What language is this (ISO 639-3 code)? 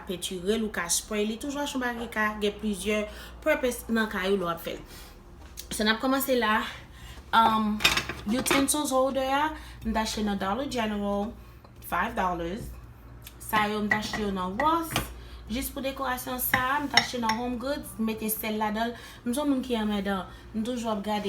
hat